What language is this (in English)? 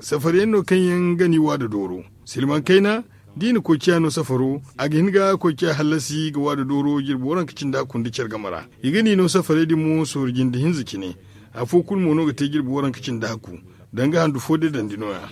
Zarma